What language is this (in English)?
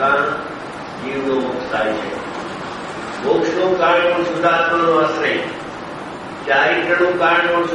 Gujarati